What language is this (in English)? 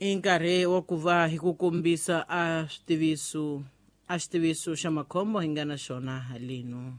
Tsonga